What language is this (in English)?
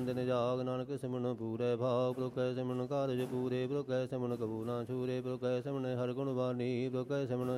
Punjabi